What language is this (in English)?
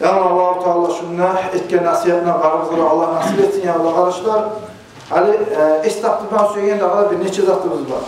Kumyk